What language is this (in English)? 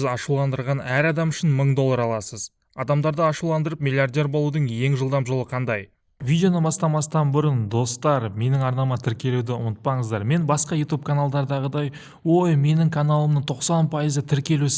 Kazakh